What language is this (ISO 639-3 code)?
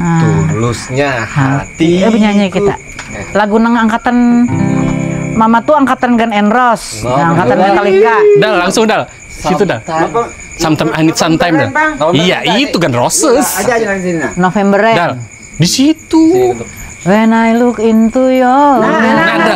bjn